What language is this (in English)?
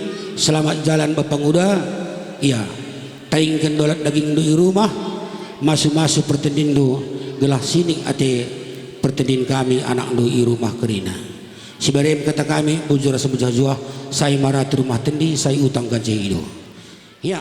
Batak Karo